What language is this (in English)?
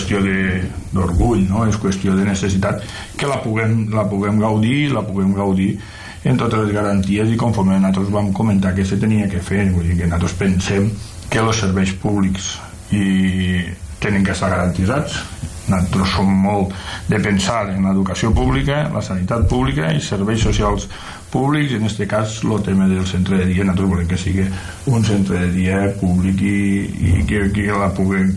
Catalan